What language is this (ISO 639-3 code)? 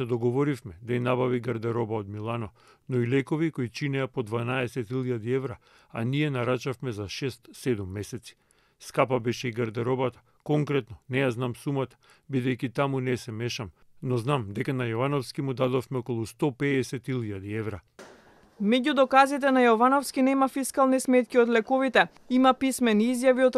mkd